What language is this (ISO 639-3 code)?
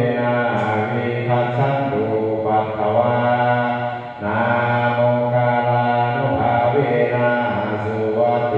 pli